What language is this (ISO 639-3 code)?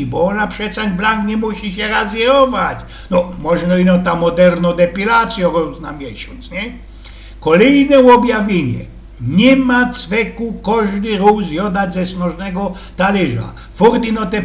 szl